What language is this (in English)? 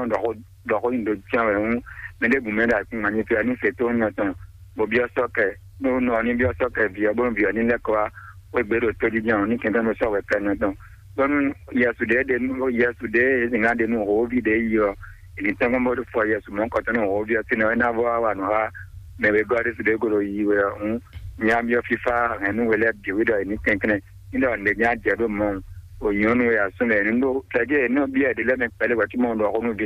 Fon